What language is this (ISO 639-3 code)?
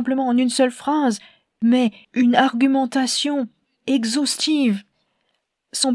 fra